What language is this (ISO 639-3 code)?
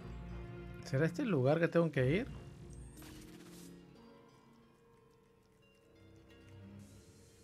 spa